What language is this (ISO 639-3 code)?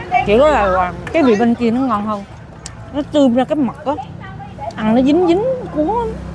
vie